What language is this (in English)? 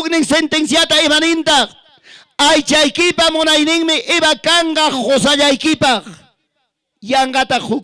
Ayacucho Quechua